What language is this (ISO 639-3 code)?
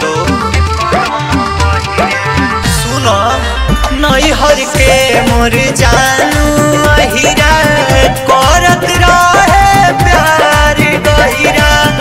bho